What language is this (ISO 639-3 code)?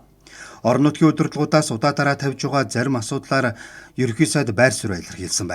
mon